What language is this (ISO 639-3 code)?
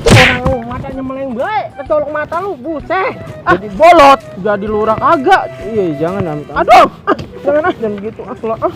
bew